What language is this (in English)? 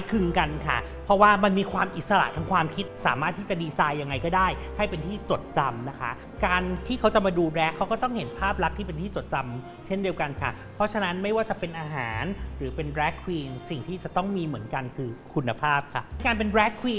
Thai